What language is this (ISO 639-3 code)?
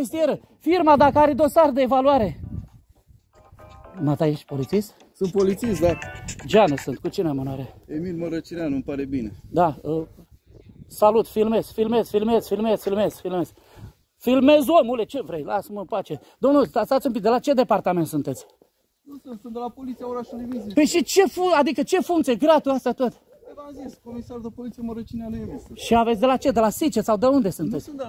ron